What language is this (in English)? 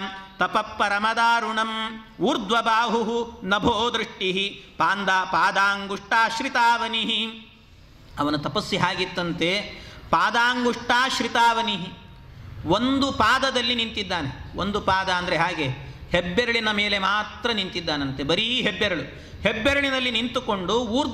Kannada